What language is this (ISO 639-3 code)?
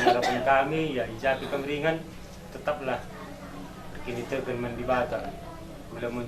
btx